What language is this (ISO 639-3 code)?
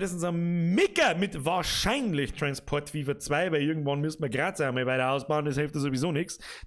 bar